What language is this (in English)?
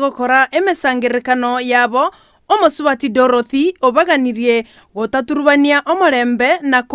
Gusii